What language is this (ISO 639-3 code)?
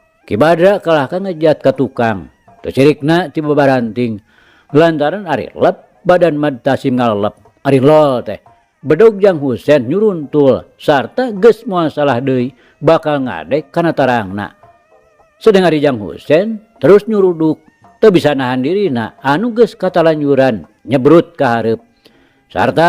sun